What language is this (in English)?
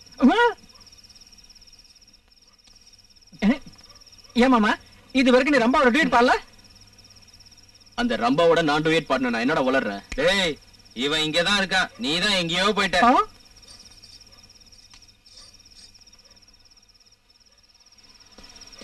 Tamil